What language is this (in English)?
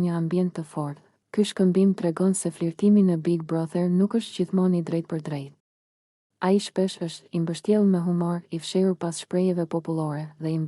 Albanian